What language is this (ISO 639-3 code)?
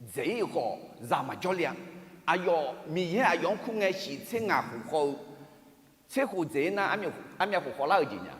ahk